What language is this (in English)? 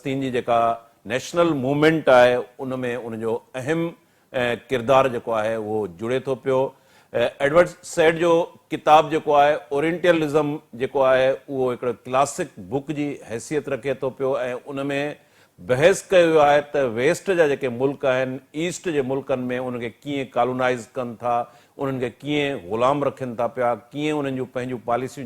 Sindhi